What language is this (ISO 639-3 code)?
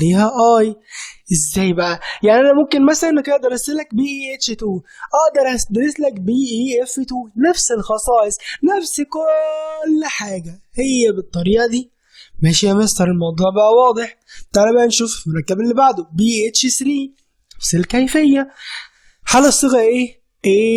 arz